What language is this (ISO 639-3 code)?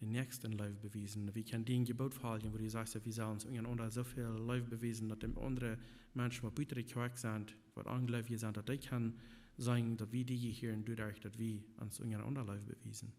pdt